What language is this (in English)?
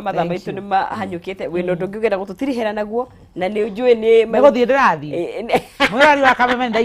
Kikuyu